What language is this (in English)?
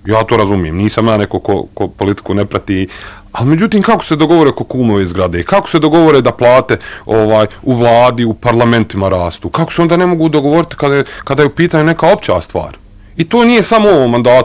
Bosnian